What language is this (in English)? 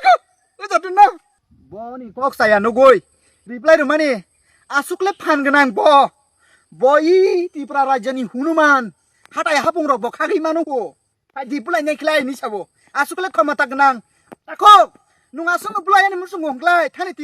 Kok Borok